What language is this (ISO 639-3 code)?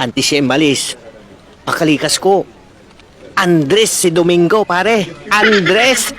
pag